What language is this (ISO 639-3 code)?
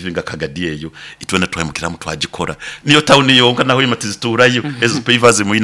nyo